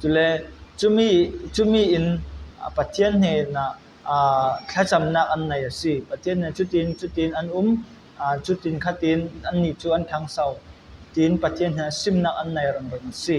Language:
Falam Chin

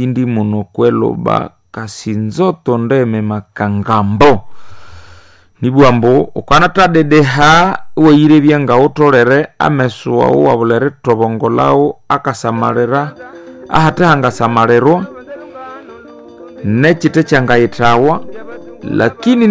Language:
Swahili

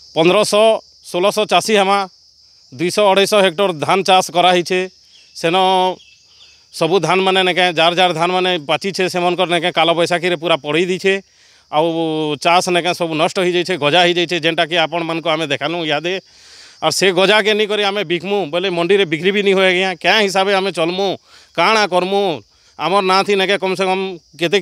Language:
Odia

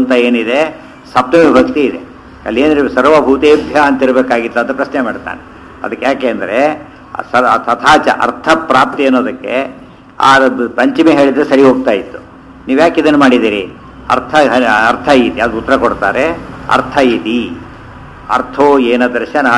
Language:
Kannada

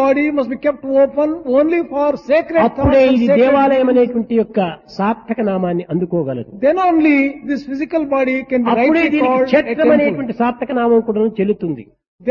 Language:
Telugu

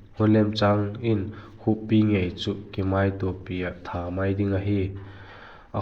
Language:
Vaiphei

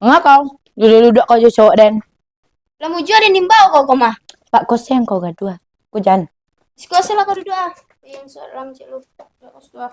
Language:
Minangkabau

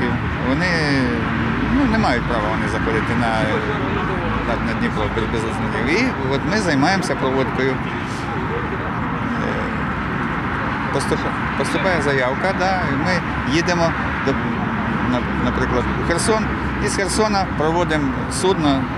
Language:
Ukrainian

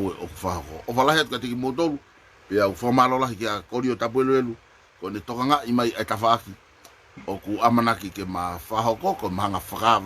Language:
Tongan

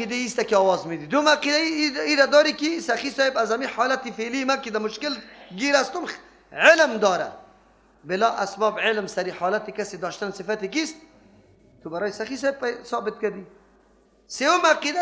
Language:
Persian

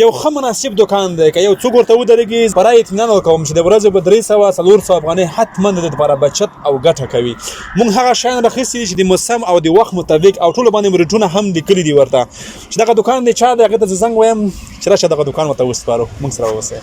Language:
Pashto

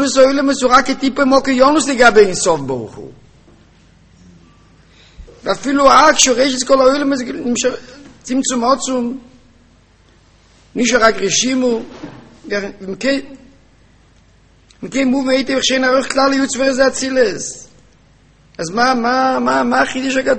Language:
Hebrew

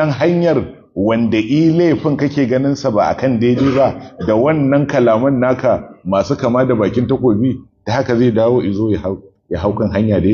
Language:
Hausa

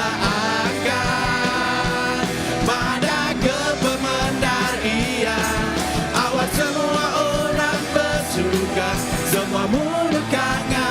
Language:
Iban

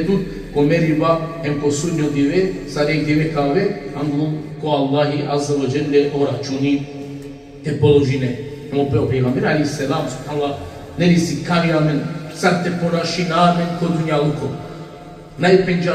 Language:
Balkan Romani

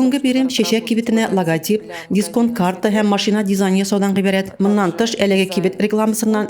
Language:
Tatar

